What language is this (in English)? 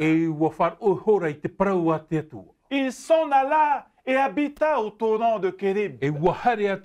Tahitian